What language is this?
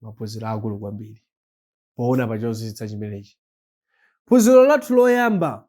Nyanja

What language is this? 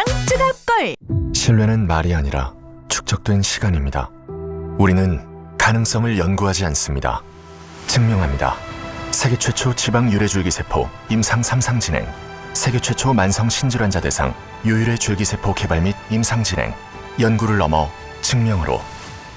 Korean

